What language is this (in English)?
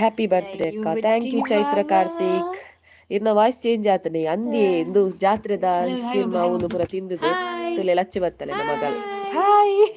Tulu